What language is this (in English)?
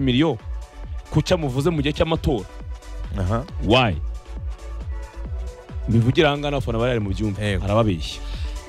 Kinyarwanda